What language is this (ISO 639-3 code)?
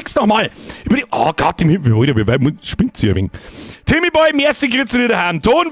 bar